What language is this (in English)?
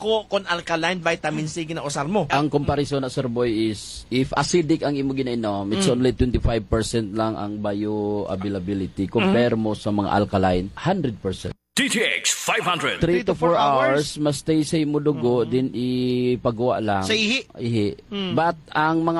Hiligaynon